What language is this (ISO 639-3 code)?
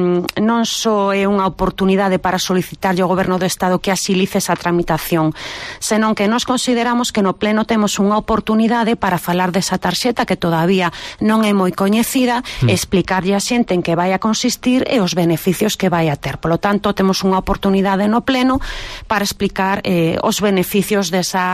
glg